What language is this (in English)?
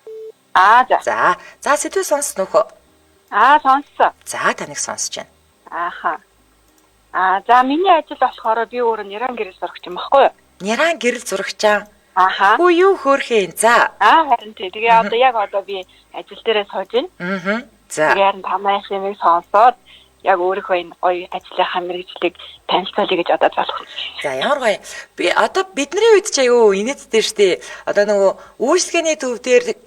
Mongolian